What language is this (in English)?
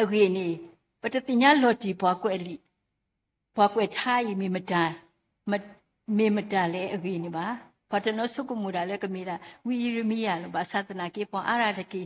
S'gaw Karen